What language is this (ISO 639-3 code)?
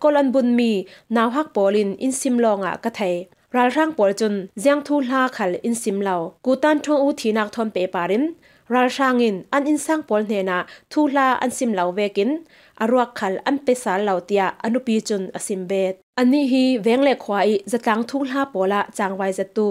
cfm